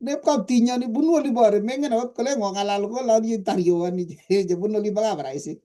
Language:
Kalenjin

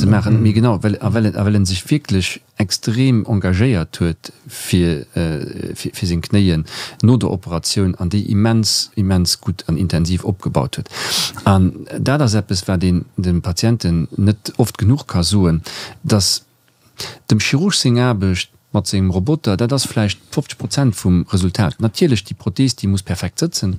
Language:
Luxembourgish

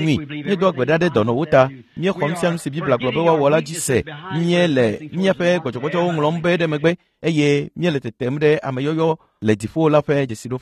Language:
Ewe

